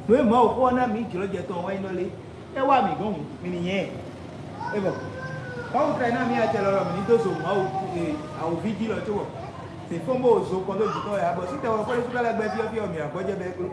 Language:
Fon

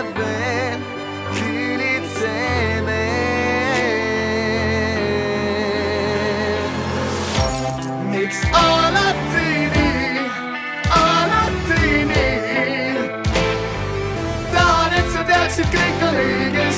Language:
Estonian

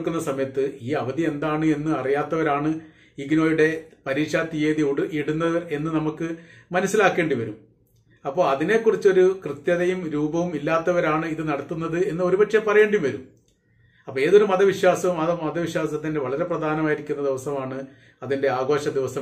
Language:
Malayalam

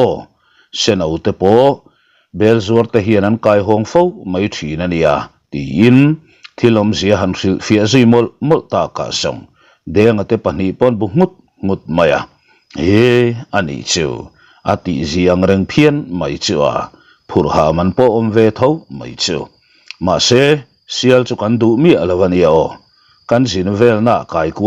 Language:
Mizo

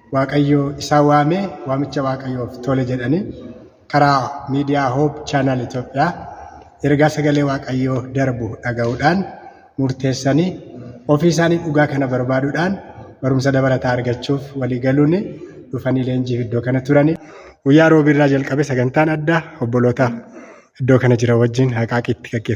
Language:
Oromo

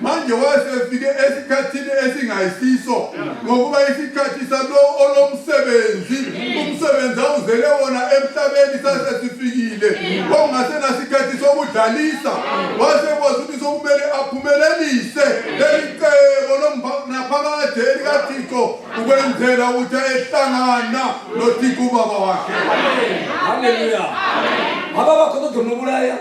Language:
North Ndebele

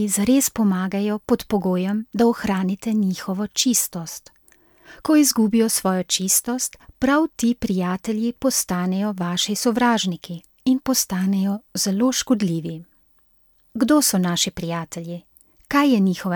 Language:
Slovenian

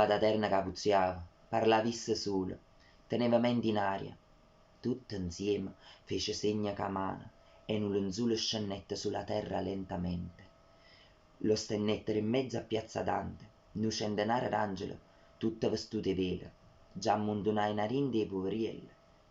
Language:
Neapolitan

